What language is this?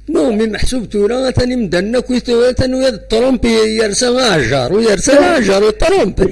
Kabyle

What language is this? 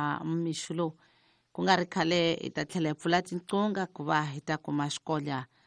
Tsonga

